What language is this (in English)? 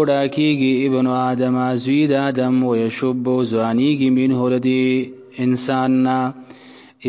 Pashto